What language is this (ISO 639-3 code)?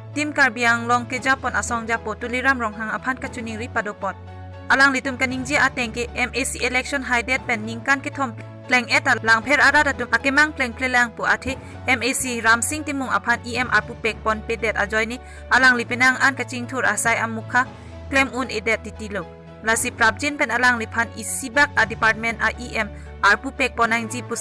mjw